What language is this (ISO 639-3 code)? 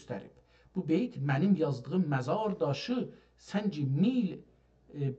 azb